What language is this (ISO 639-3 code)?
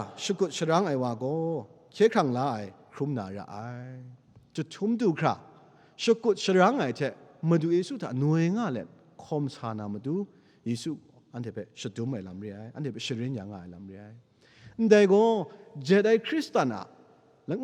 kac